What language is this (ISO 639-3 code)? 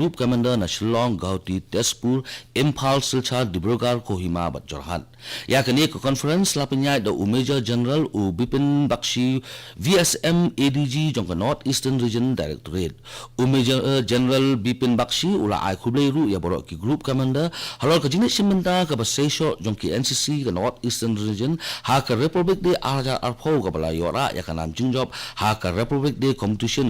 kha